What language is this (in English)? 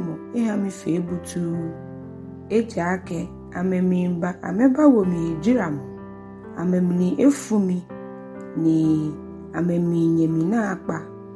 Ga